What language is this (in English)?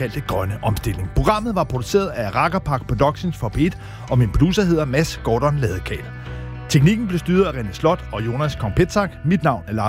Danish